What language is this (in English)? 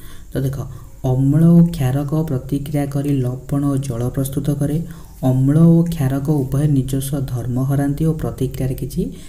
Odia